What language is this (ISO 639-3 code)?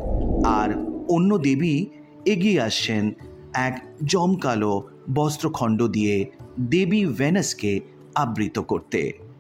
ben